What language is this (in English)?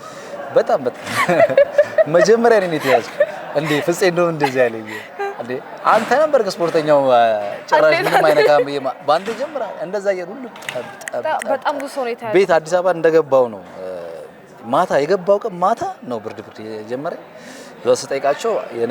Amharic